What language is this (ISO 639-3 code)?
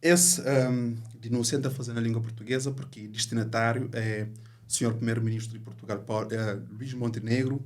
kea